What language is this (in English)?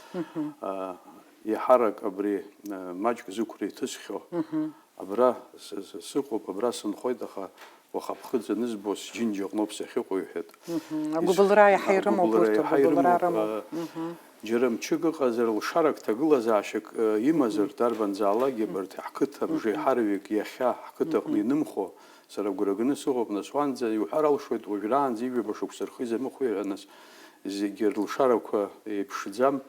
Abkhazian